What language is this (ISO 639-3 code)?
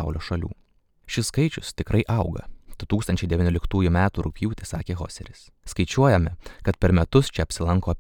lit